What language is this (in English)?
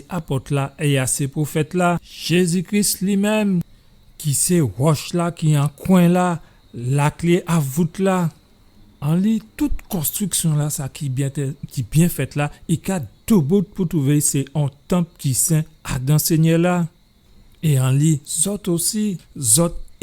Guadeloupean Creole French